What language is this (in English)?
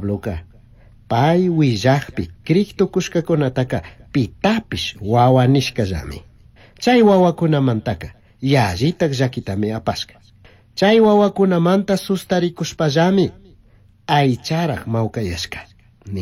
Chimborazo Highland Quichua